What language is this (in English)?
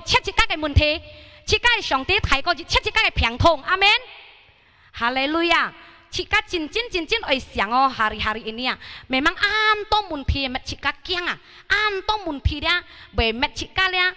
Hakka Chinese